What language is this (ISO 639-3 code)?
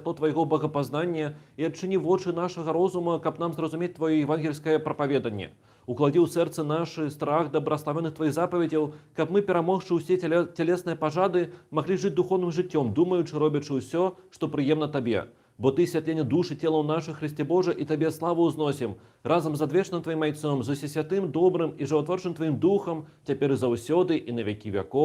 bel